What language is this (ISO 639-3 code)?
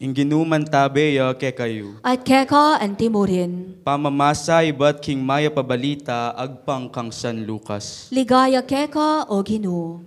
pam